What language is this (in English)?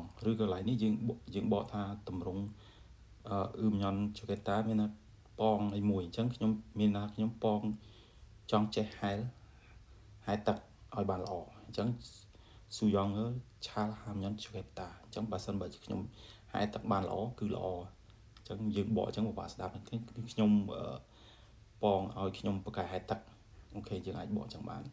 Khmer